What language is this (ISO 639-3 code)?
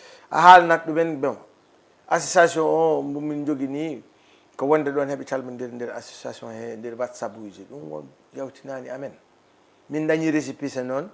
ful